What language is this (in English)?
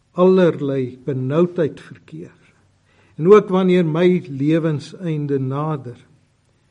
Afrikaans